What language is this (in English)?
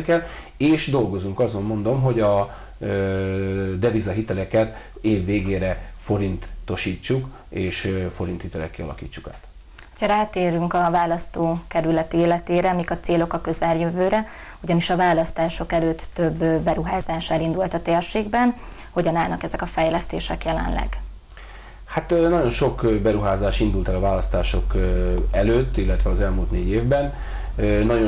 Hungarian